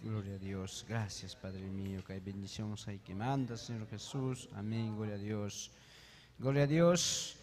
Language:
Ayacucho Quechua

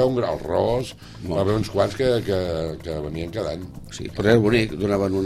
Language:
Catalan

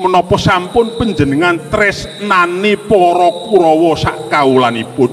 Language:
Javanese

